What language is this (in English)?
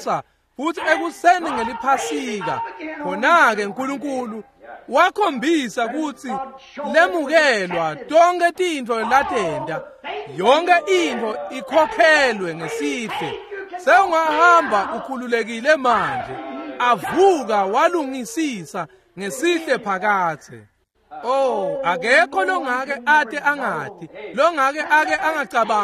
Swati